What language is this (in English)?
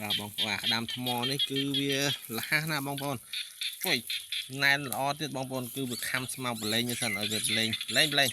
Khmer